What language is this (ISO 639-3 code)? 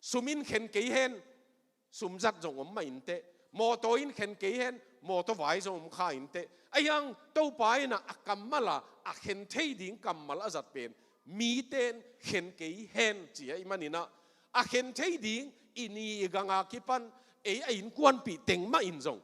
ctd